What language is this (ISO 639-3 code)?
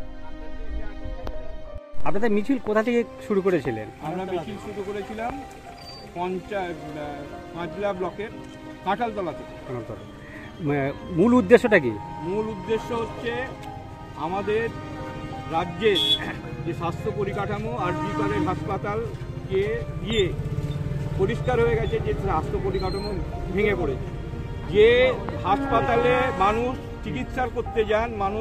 ben